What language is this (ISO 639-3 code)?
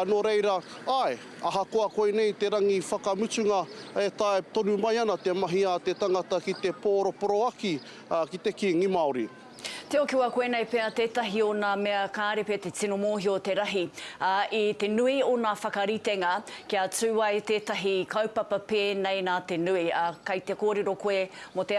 mri